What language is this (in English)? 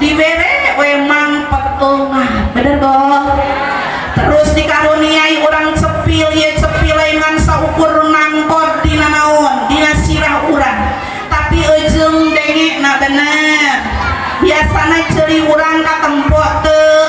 Sundanese